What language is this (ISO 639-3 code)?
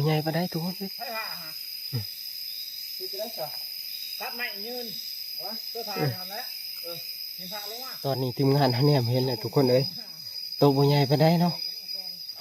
tts